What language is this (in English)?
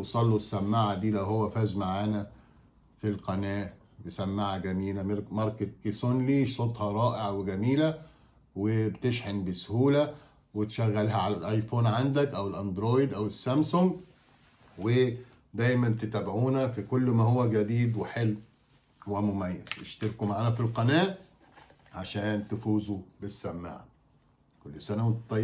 Egyptian Arabic